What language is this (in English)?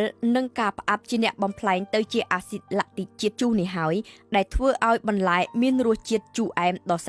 Khmer